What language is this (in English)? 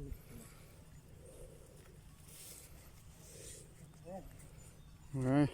Northeastern Thai